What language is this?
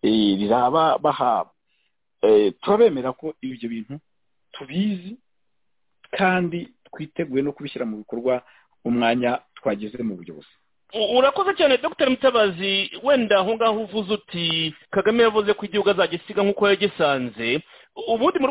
Kinyarwanda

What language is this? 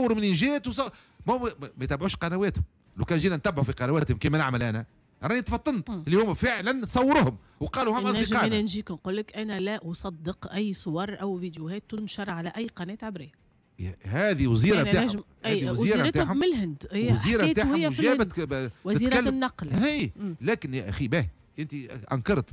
Tunisian Arabic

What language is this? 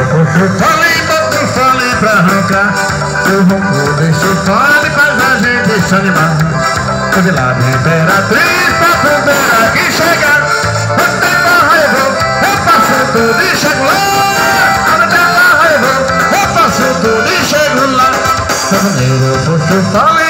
Portuguese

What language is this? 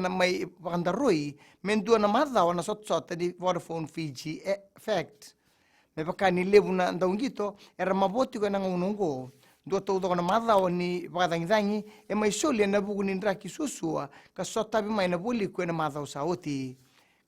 Fijian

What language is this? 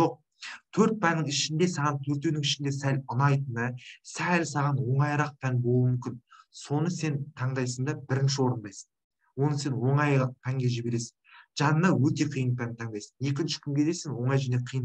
Kazakh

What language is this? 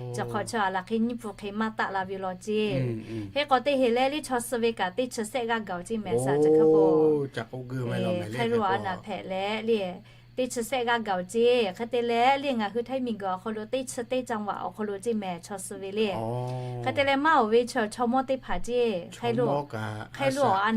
Lahu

